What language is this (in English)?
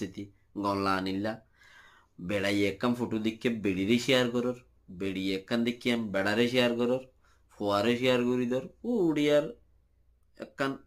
Rohingya